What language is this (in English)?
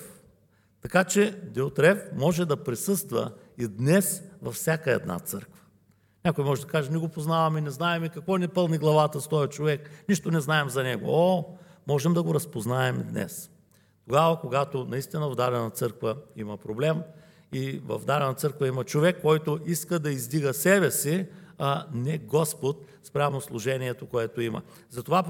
Bulgarian